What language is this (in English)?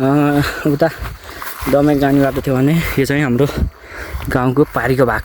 Nepali